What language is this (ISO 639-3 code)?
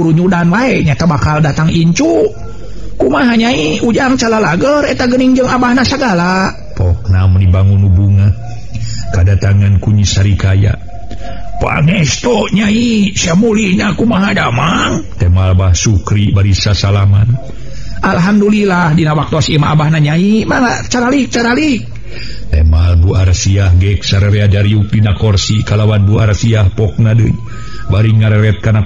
sun